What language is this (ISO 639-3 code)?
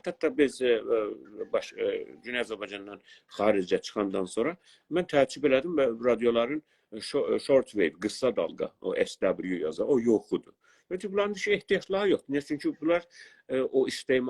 azb